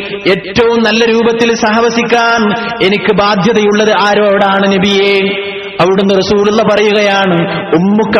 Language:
Malayalam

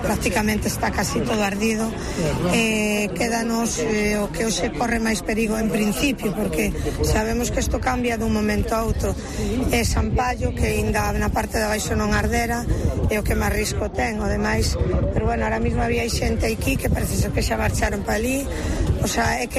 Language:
Galician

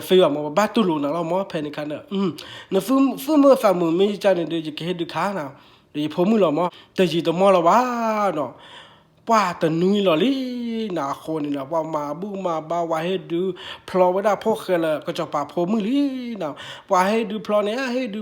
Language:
S'gaw Karen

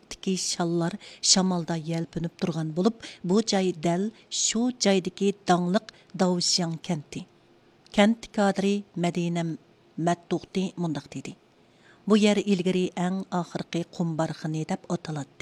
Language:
Uyghur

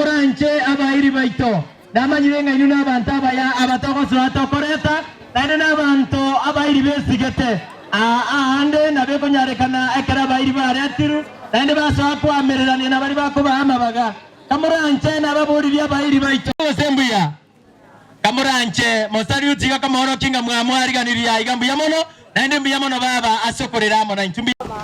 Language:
Gusii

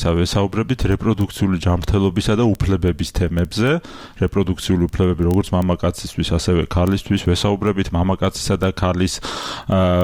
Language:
Georgian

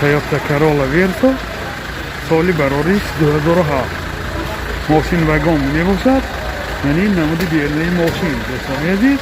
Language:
Tajik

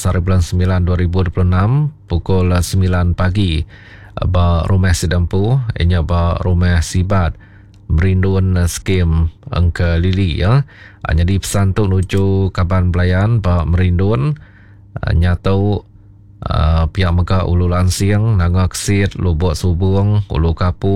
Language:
Iban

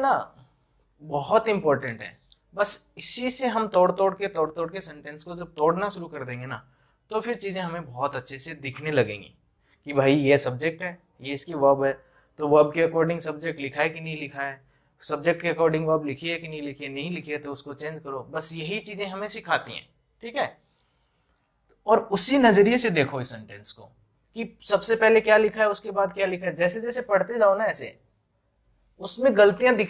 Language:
Hindi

